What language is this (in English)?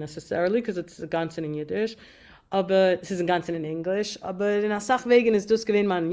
Yiddish